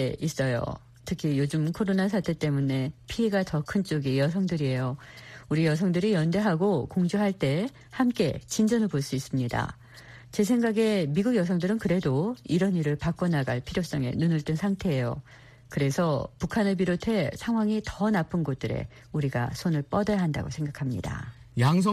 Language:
Korean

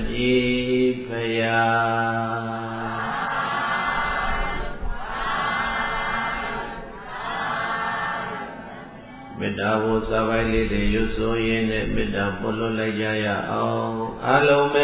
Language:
Burmese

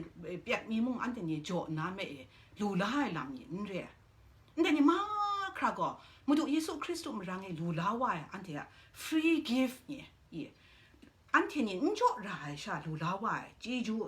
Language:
Kachin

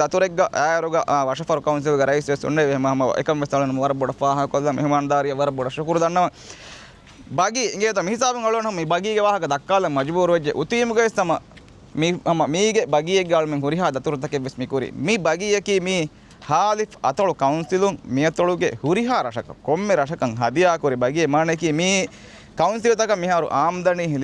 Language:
Divehi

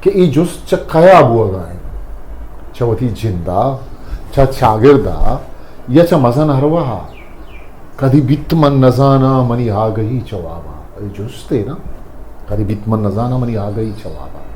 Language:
Eastern Balochi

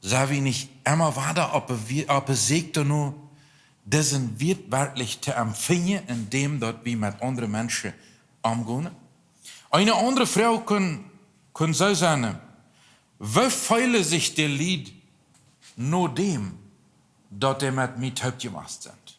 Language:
Plautdietsch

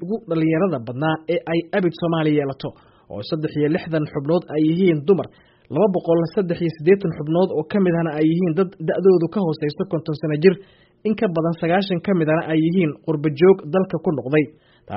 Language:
Somali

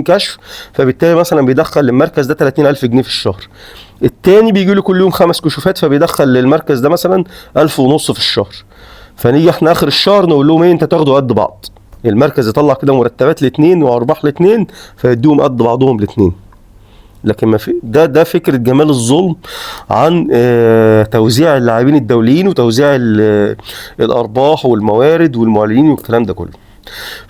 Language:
Egyptian Arabic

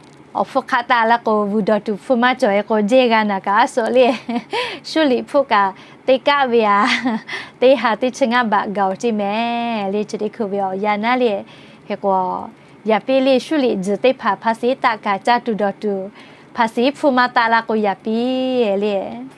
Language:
Lahu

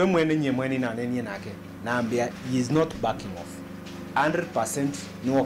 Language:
Kamba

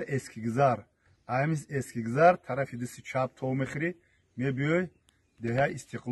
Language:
Tajik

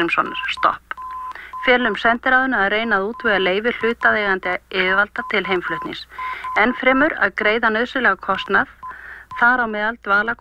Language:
Icelandic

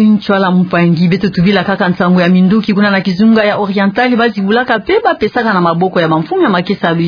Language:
Kituba (Democratic Republic of Congo)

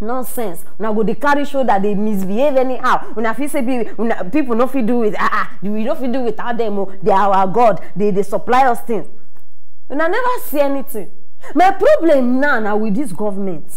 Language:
Nigerian Pidgin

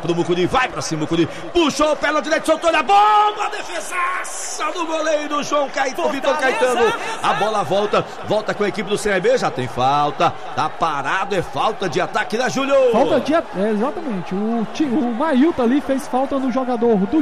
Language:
Portuguese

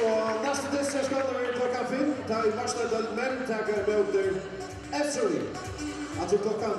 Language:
Faroese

